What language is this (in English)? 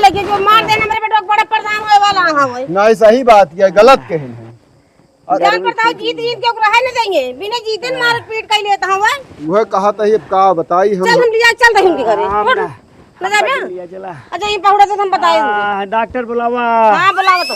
Awadhi